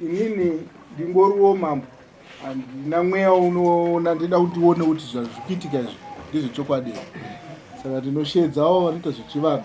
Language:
Shona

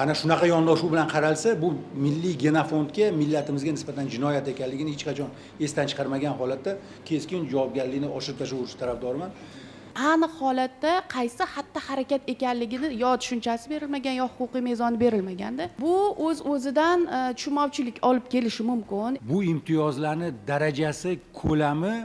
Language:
Uzbek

